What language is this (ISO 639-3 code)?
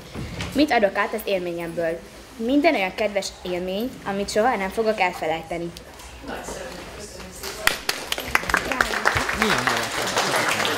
hun